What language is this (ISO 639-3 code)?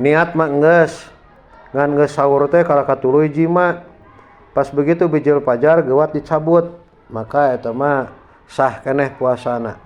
sun